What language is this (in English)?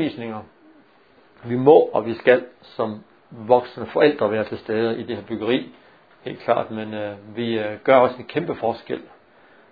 Danish